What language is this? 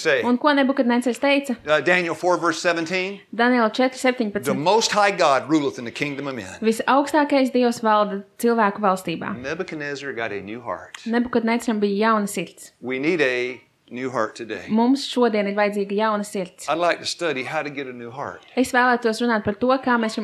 Latvian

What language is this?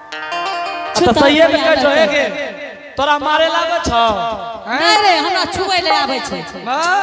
Angika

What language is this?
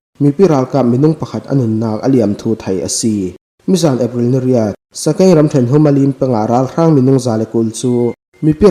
Falam Chin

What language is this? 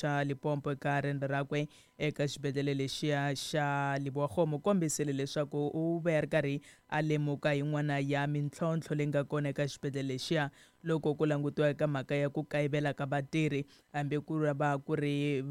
Tsonga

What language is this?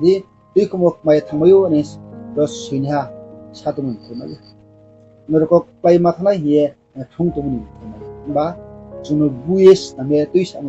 Riang (India)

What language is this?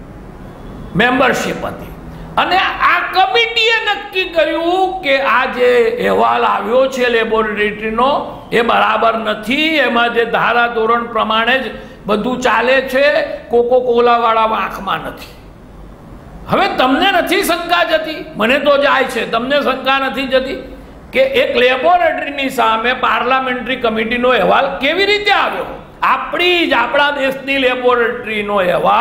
Gujarati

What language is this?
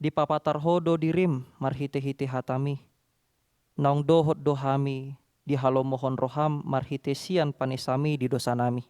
Batak Toba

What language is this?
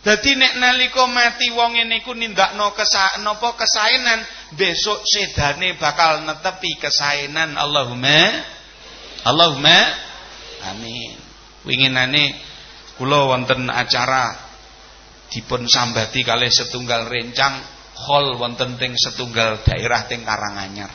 Javanese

